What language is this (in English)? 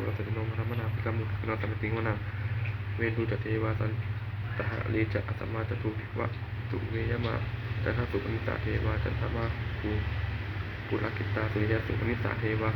Pali